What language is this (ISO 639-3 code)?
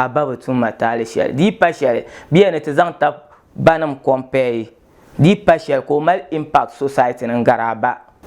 dag